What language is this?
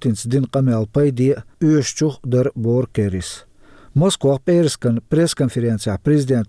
Chechen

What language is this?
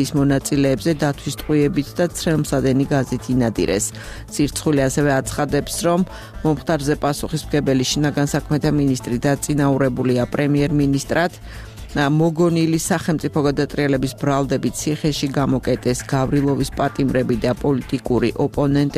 Georgian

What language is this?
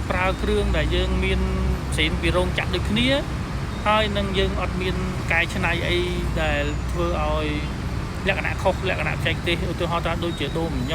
Khmer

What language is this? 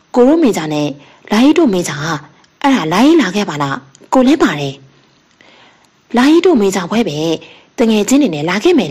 Burmese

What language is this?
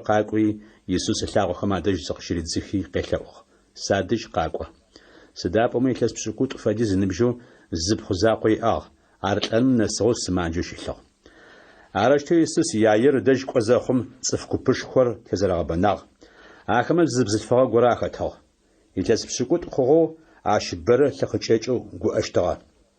Adyghe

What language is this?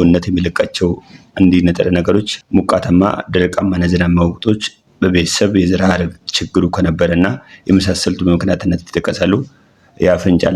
Amharic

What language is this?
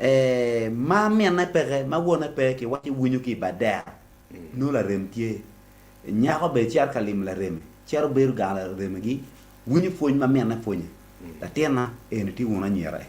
Acoli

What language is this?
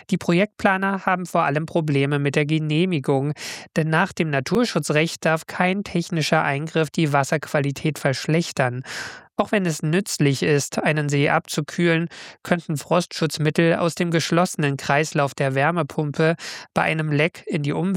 German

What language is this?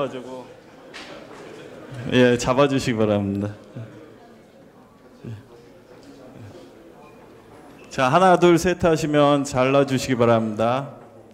Korean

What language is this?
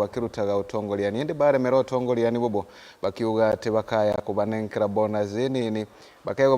Meru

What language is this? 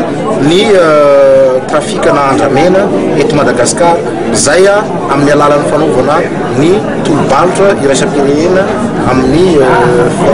Malagasy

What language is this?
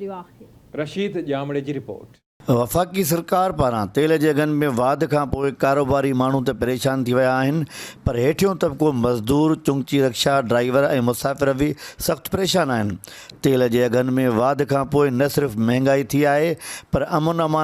Sindhi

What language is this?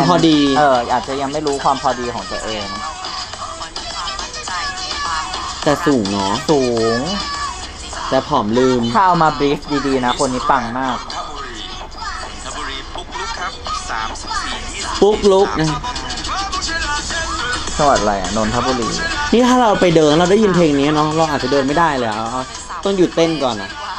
Thai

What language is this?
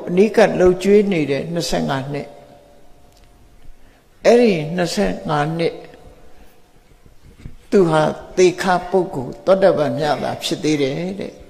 Burmese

